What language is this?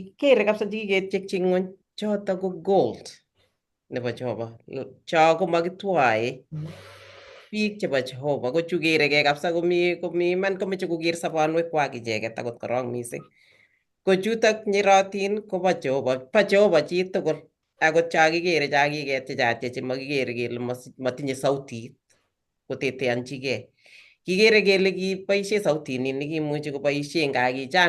Kalenjin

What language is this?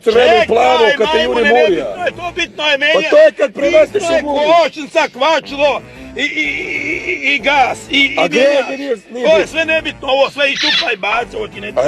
Bosnian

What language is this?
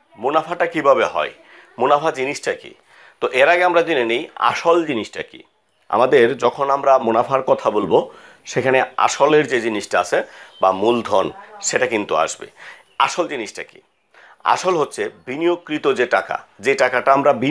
Bangla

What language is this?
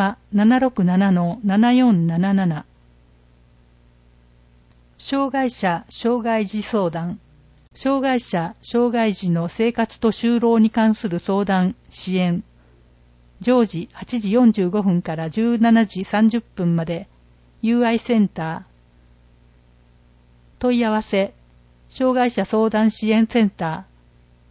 Japanese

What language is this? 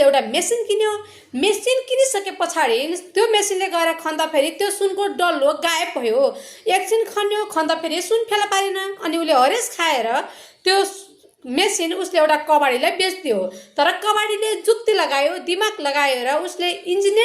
Nepali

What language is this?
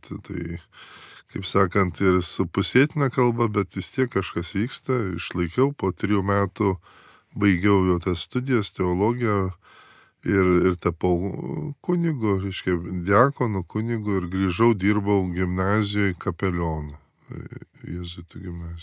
Lithuanian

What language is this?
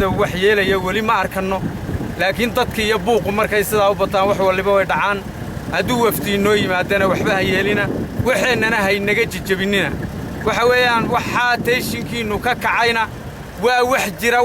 Somali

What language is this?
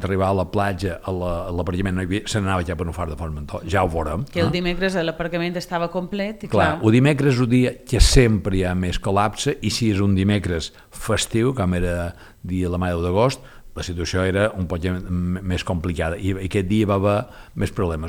Catalan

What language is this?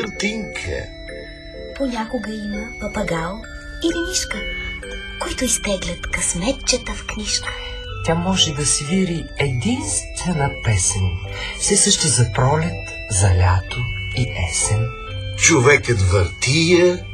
Bulgarian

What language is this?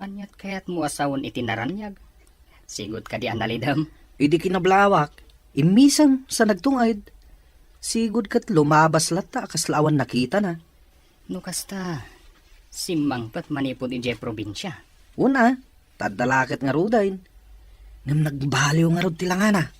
Iloko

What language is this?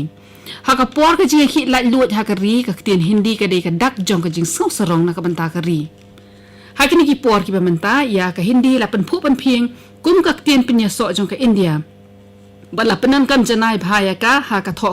Khasi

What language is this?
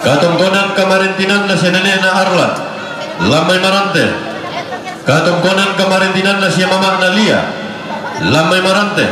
Toraja-Sa'dan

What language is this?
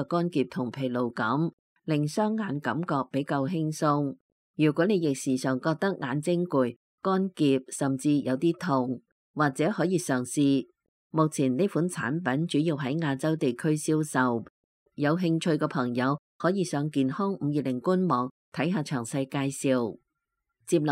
Cantonese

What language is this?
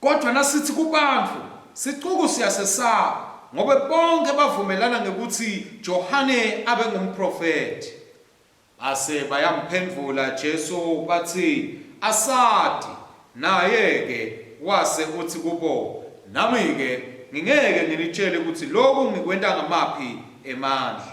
Swati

